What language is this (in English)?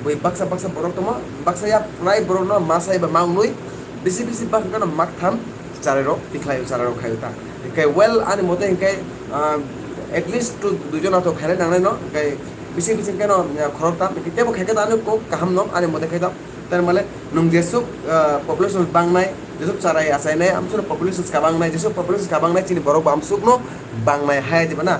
Kok Borok